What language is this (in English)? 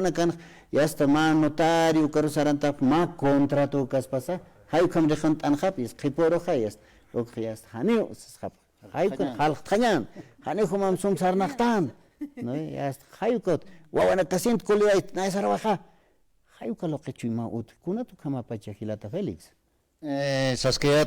Aymara